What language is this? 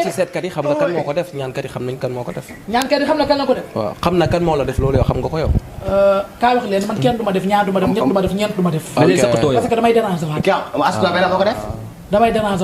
Wolof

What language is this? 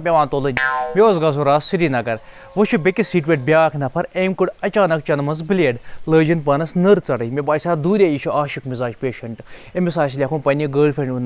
Kashmiri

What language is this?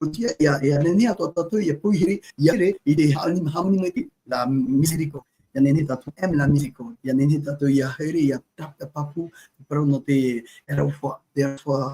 Tahitian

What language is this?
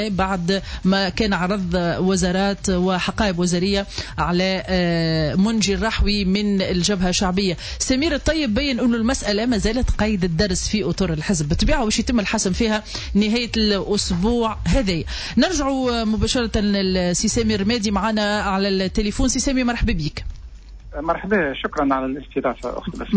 Tunisian Arabic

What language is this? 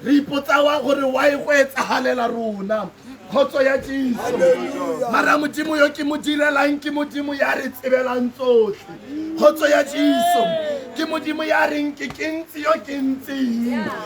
Tswana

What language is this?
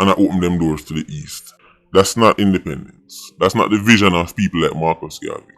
Jamaican Creole English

